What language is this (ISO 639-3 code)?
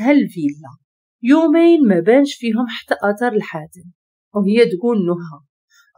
ary